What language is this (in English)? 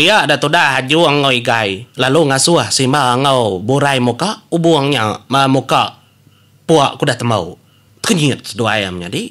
Iban